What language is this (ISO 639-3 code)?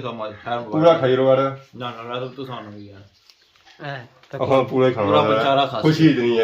phr